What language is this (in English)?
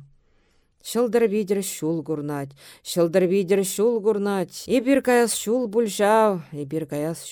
Chuvash